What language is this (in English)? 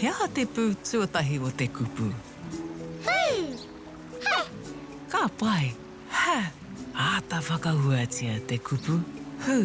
Māori